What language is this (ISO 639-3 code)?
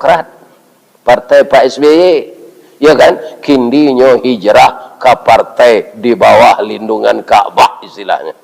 min